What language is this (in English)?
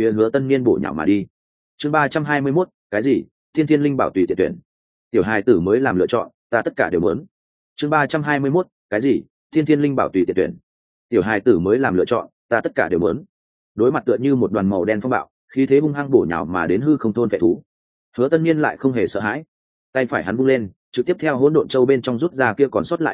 Vietnamese